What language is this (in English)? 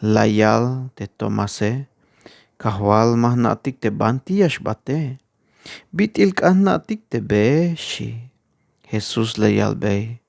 Tzeltal